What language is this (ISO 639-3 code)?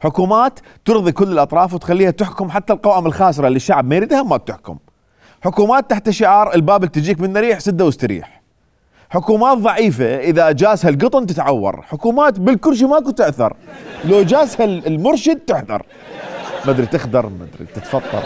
acm